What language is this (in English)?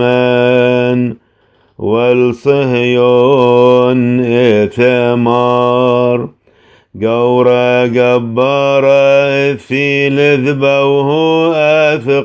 Classical Syriac